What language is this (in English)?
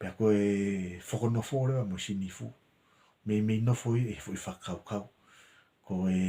Tongan